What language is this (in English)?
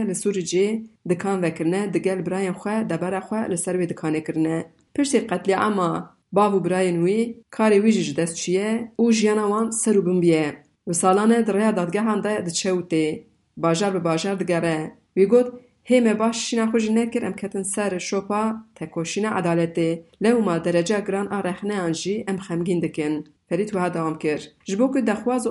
Kurdish